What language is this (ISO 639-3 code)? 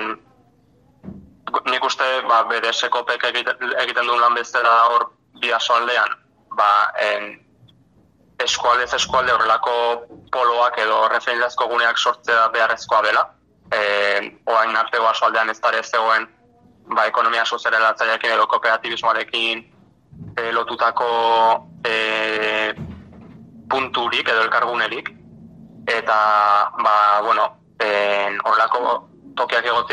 eus